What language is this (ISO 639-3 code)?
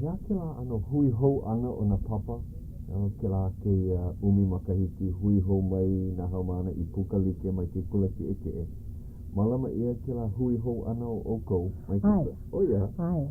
haw